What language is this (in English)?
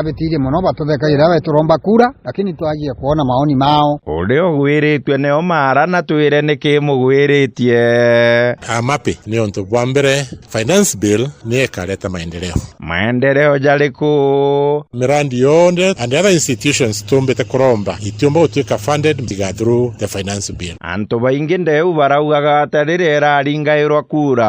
Meru